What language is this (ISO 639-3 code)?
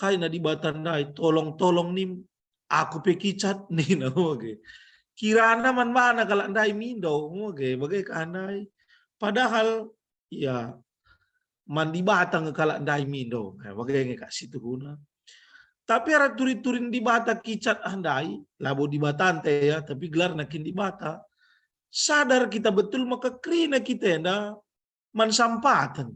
btx